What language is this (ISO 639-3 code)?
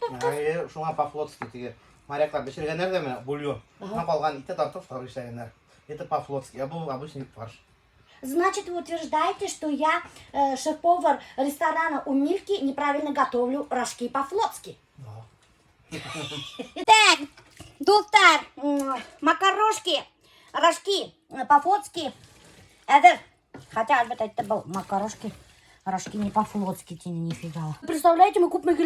bak